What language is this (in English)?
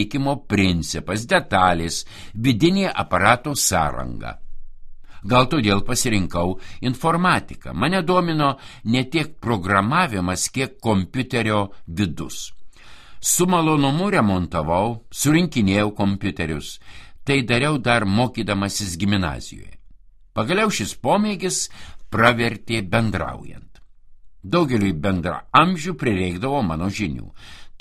Lithuanian